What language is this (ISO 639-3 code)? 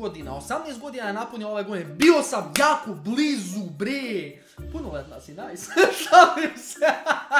srp